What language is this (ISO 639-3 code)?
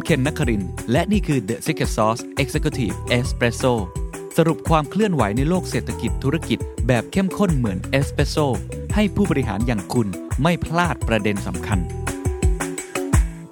tha